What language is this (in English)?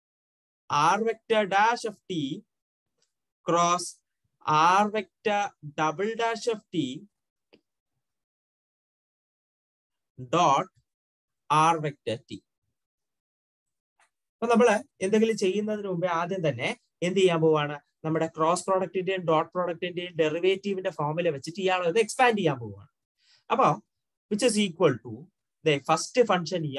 Malayalam